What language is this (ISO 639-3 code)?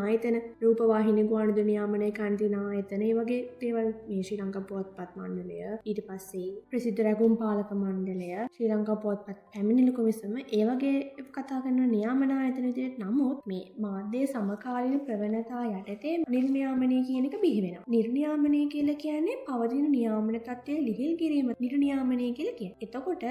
sin